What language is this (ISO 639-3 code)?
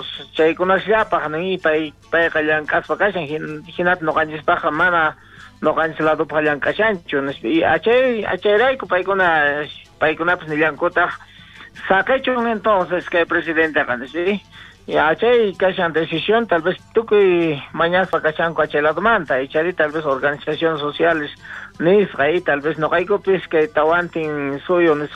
quh